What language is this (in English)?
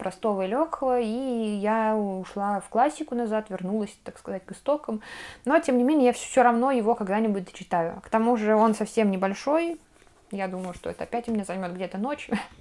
Russian